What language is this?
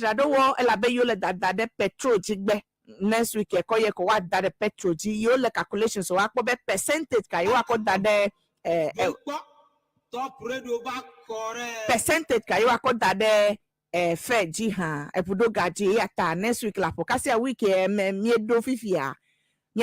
Ewe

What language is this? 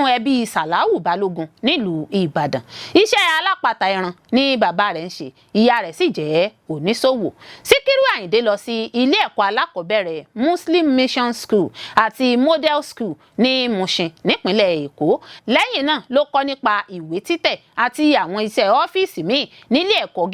Yoruba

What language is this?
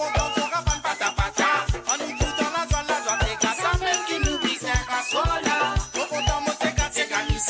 Morisyen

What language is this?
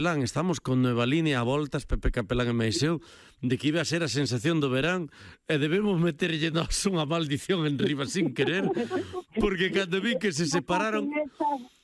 Galician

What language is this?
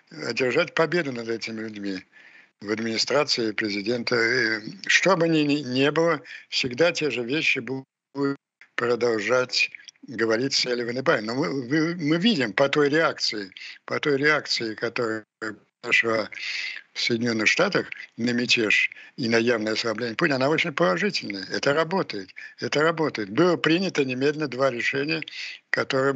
Russian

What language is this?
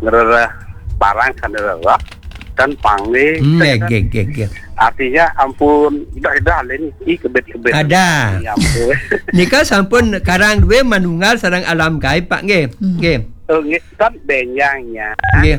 Balinese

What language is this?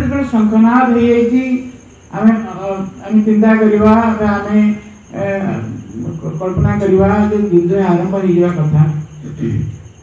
Odia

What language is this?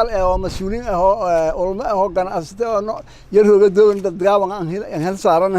Somali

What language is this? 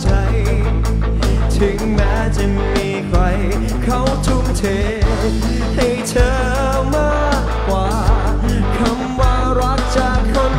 Thai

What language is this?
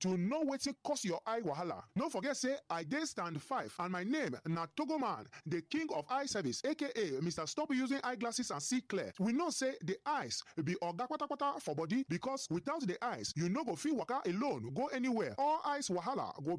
Nigerian Pidgin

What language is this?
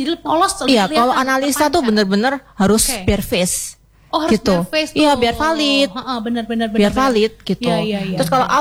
Indonesian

